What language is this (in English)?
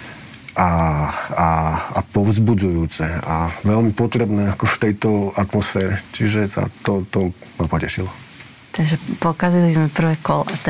Slovak